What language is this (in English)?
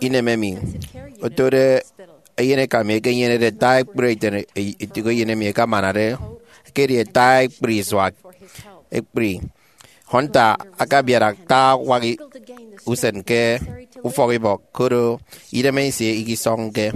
Efik